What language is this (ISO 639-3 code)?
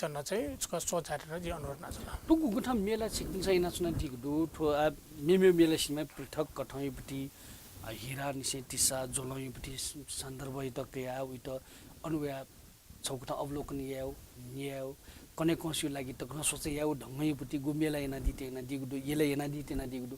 new